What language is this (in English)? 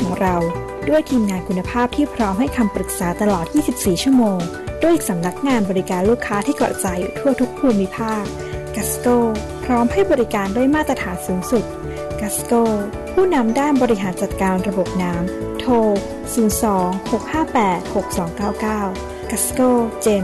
Thai